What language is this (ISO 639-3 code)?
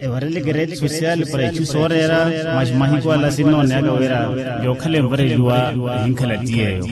vmw